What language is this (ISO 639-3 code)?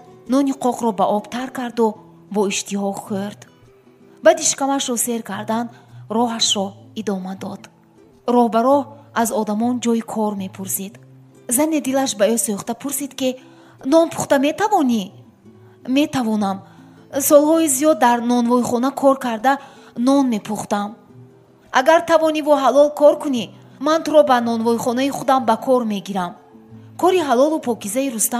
tgk